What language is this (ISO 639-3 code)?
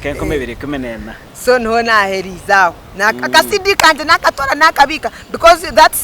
nyn